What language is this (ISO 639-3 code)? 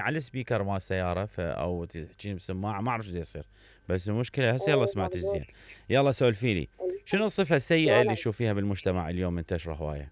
acm